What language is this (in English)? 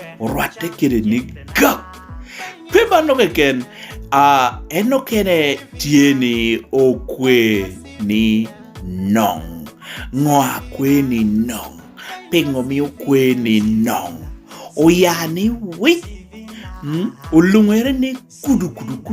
Lango (Uganda)